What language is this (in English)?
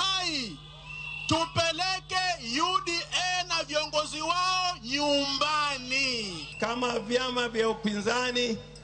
Luo (Kenya and Tanzania)